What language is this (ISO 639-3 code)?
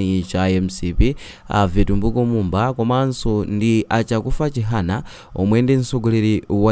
nya